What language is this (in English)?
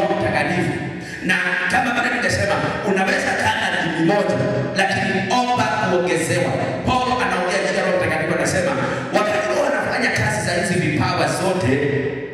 Swahili